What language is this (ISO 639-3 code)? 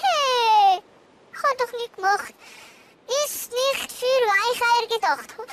gsw